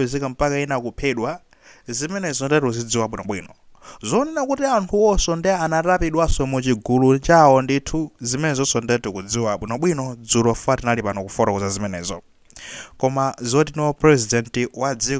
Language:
Nyanja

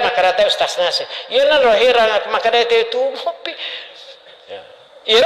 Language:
Buginese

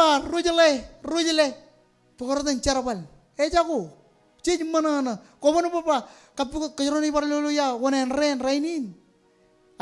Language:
Marshallese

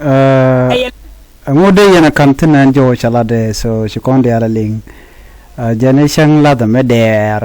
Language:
Nuer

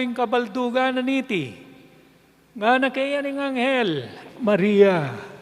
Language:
Pampanga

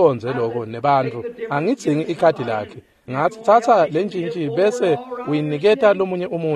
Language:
Swati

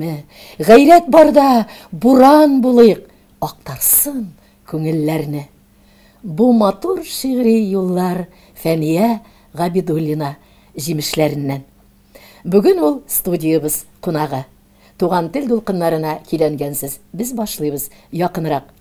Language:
Tatar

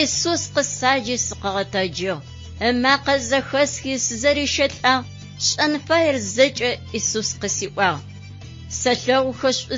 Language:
Adyghe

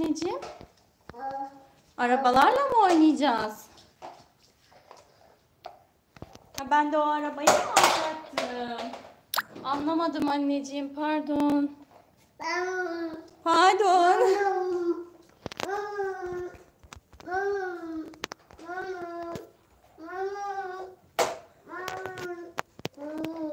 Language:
Turkish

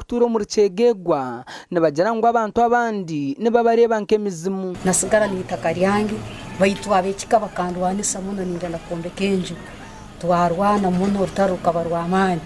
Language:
Nyankole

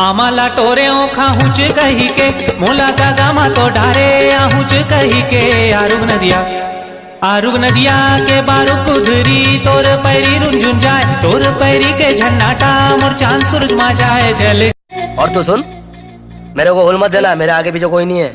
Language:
Chhattisgarhi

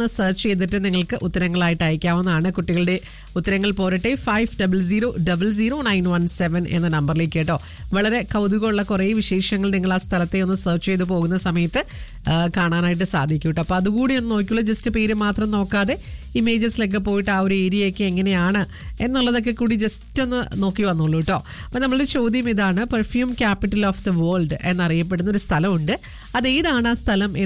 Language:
Malayalam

